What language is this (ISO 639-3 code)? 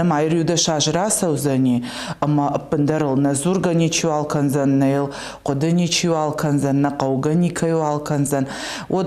oss